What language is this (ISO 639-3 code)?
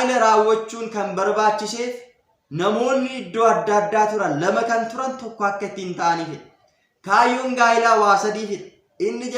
orm